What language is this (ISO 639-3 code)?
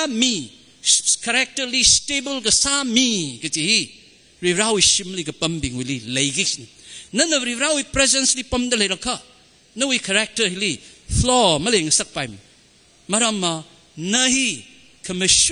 nmf